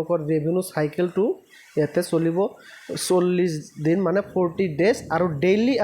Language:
Assamese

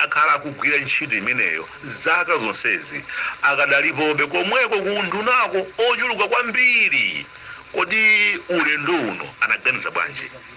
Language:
Nyanja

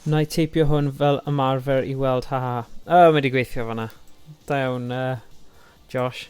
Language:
Welsh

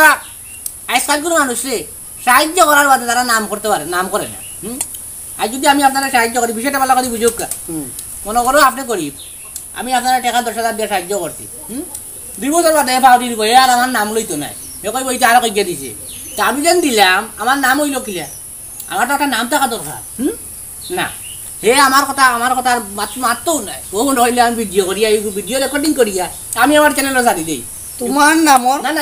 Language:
Sylheti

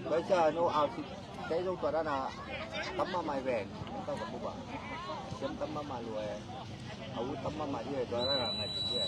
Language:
Tedim Chin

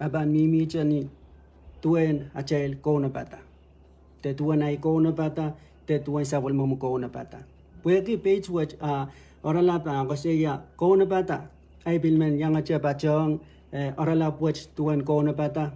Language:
Pohnpeian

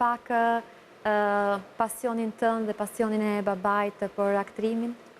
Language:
Albanian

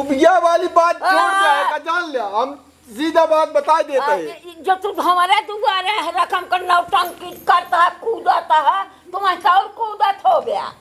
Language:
Awadhi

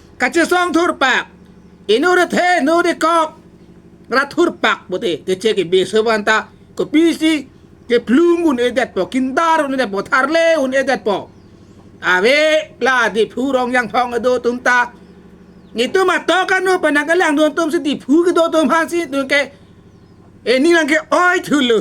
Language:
Karbi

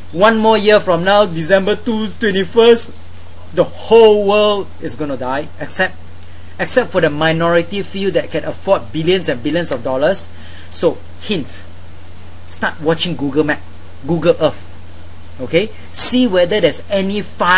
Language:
English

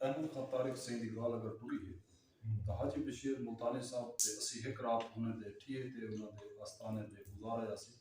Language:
Saraiki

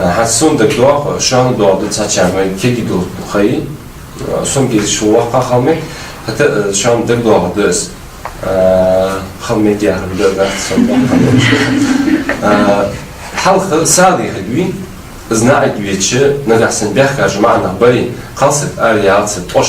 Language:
Ingush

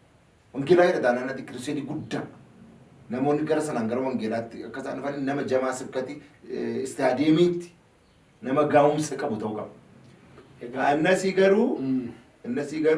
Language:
Oromo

